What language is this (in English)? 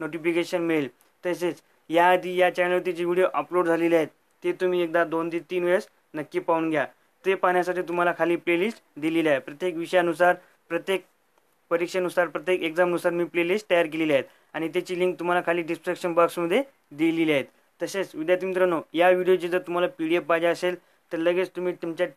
Marathi